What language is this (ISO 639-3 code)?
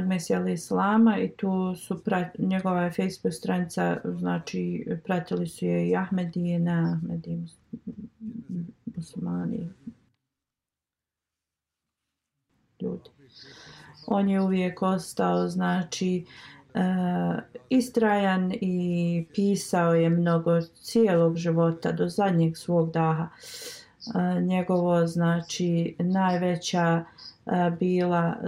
bos